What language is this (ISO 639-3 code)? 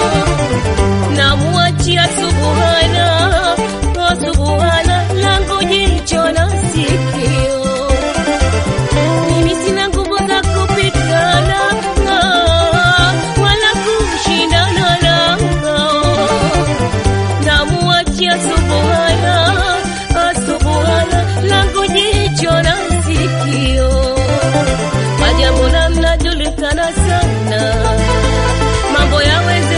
swa